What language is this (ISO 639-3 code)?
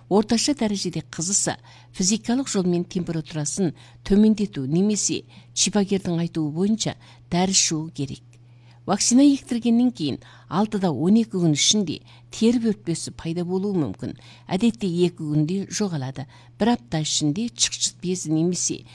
kaz